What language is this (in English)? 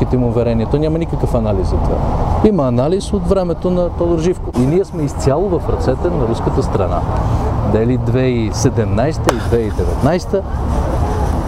Bulgarian